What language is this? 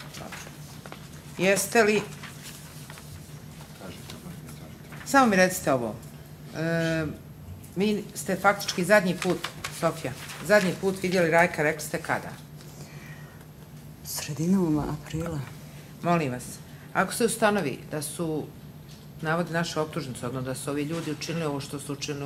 Bosnian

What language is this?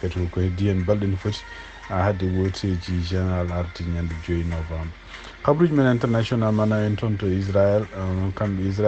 Fula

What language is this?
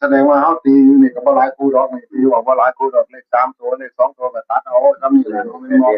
Northeastern Thai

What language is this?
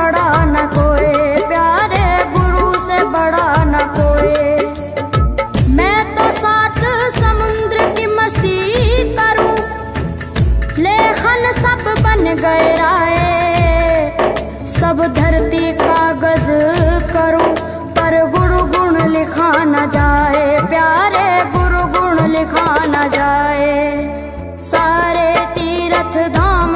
Hindi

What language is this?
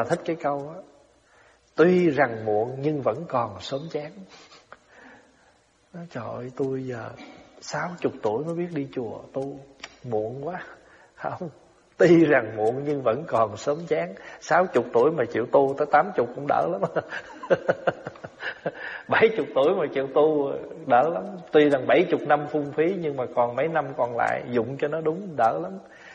Vietnamese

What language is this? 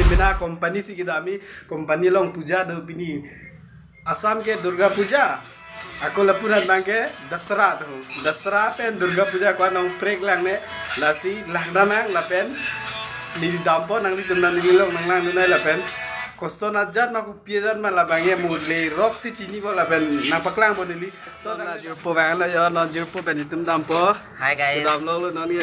Karbi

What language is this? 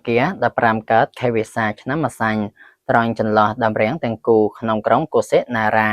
Khmer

